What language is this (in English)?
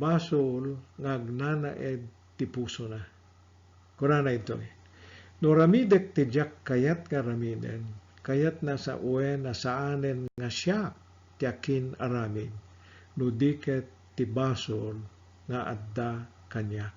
Iloko